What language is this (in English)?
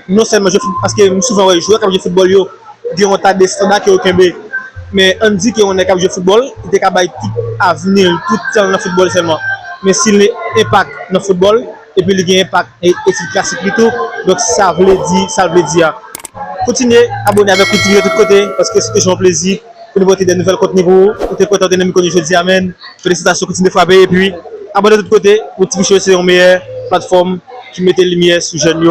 Haitian Creole